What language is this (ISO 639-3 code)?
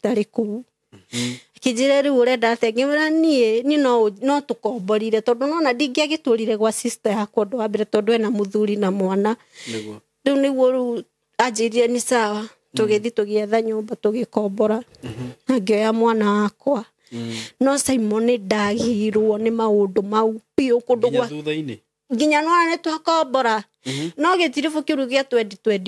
kik